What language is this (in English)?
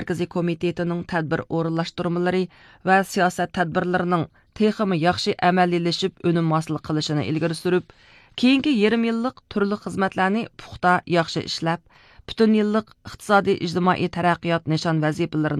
Uyghur